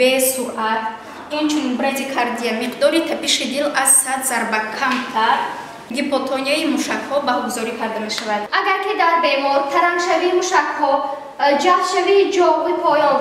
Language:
Tajik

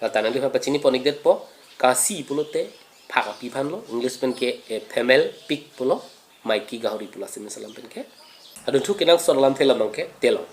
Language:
Karbi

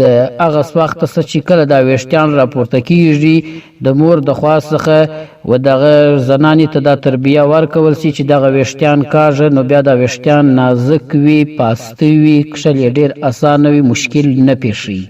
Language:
Pashto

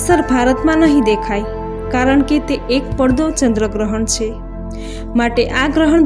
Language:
Gujarati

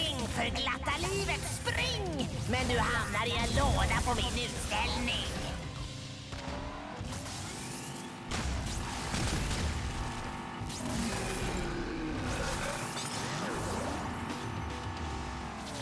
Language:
Swedish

